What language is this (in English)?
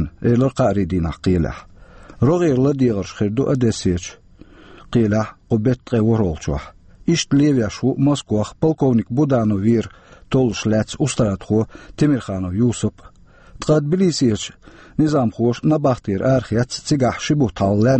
Chechen